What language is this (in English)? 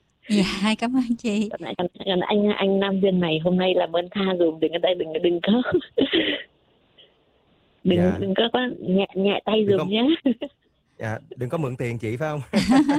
Vietnamese